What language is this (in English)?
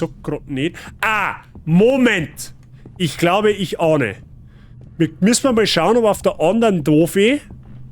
Bavarian